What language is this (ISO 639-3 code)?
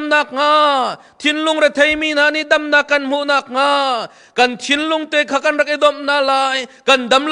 cnh